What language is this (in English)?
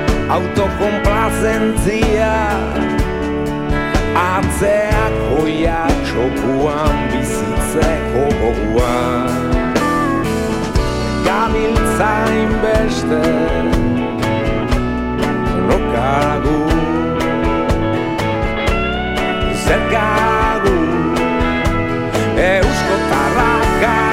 Basque